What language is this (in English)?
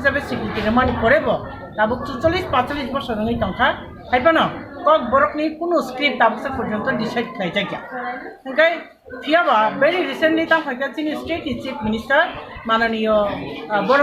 Kok Borok